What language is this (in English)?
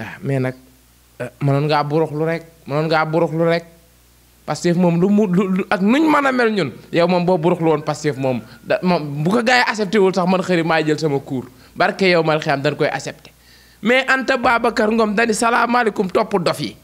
Wolof